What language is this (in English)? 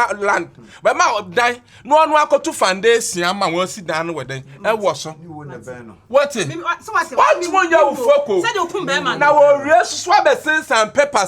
Akan